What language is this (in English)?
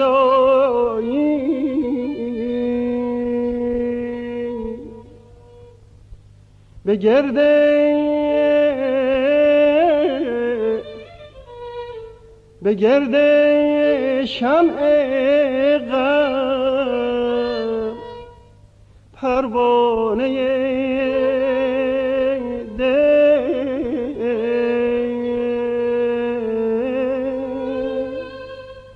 Persian